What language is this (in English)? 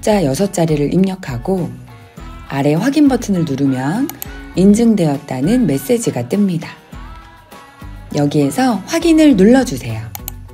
Korean